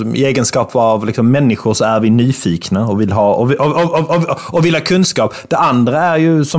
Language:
Swedish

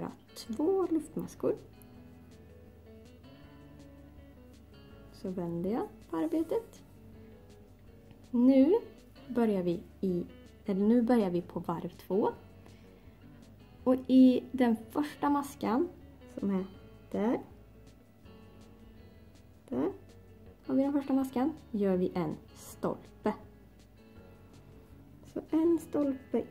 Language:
Swedish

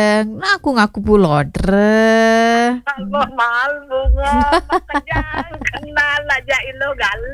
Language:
Balinese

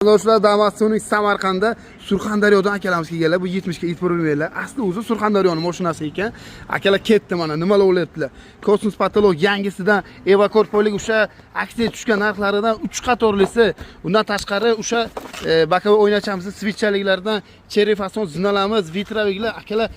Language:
Uzbek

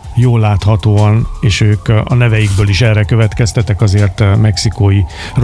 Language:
Hungarian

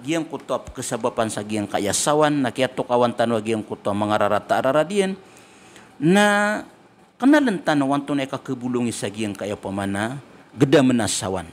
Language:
Maranao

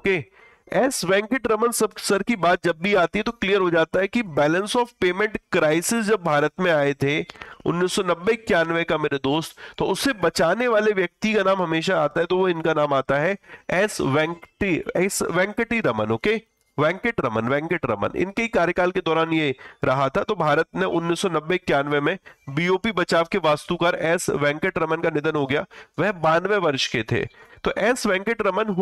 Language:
Hindi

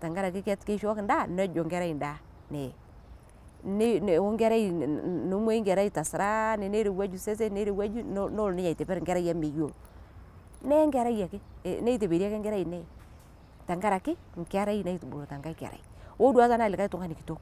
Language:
Masai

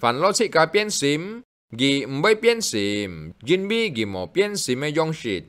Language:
Hakka Chinese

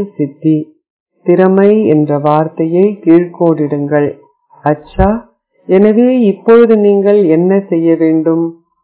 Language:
Tamil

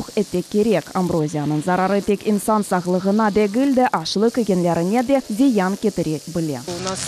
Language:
Crimean Tatar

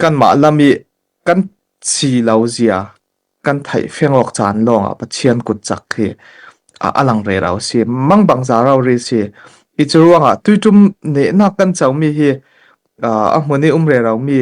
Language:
Falam Chin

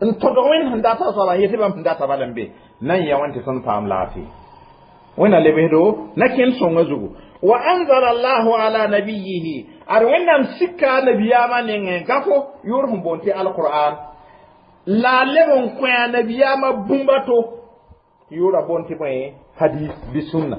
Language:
Mossi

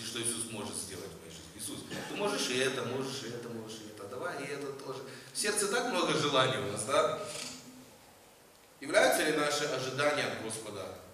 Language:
Russian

